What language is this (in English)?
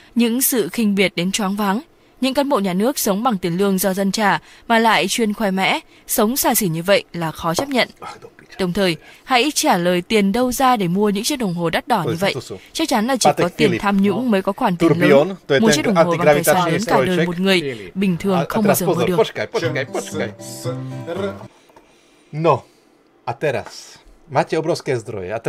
Slovak